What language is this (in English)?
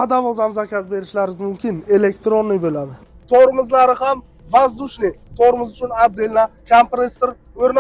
Uzbek